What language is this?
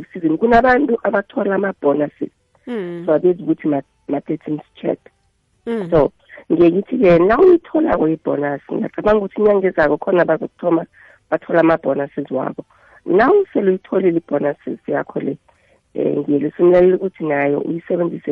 South Ndebele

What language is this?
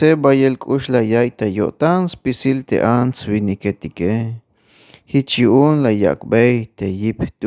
Tzeltal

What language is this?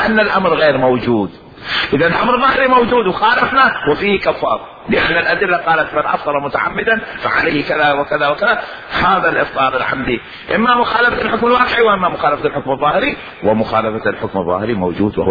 Mesopotamian Arabic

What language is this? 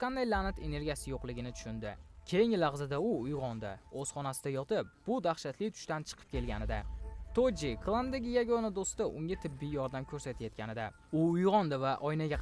Uzbek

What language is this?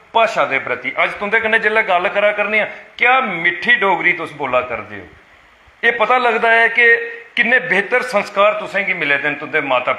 Dogri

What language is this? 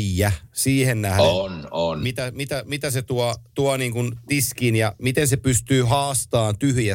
Finnish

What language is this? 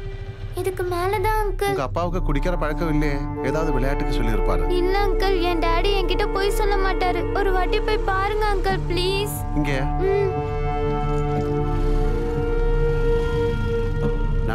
Tamil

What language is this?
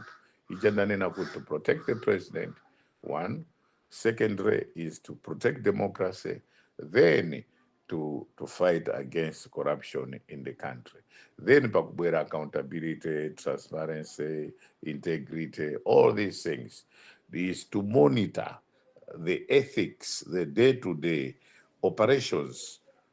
Nyanja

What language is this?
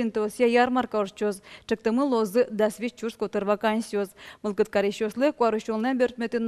Udmurt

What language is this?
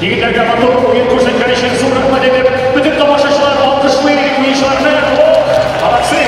Tatar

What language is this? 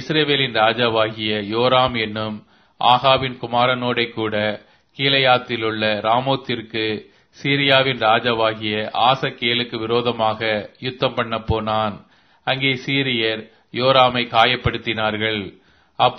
Tamil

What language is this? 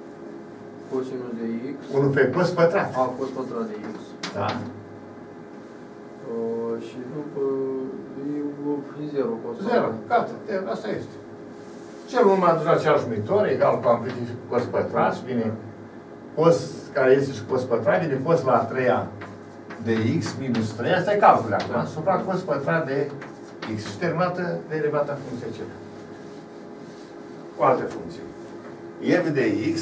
Romanian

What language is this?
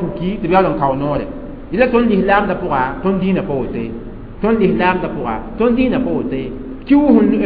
Mossi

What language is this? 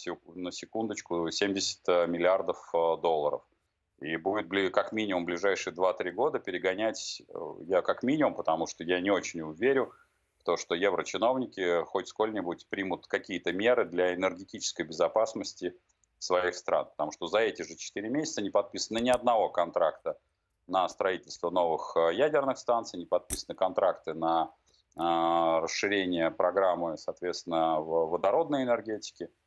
Russian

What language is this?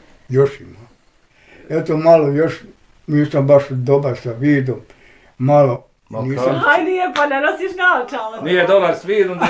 Bosnian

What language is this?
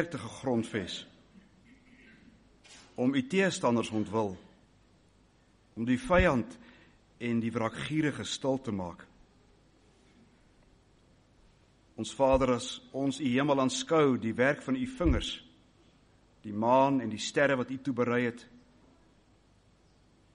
Afrikaans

